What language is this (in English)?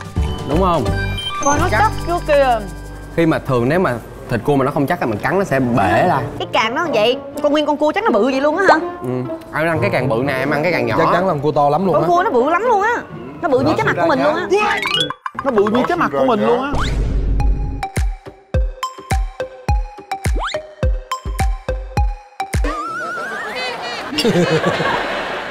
Vietnamese